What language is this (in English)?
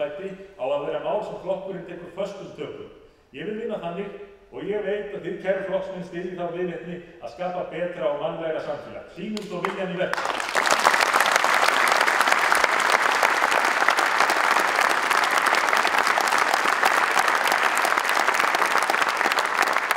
Icelandic